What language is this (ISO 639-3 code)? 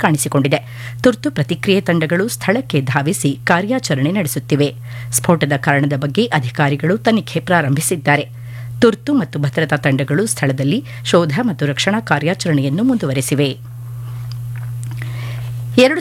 kan